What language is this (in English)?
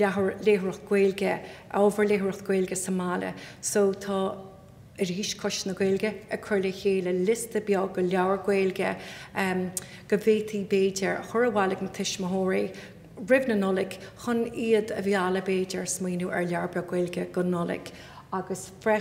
Irish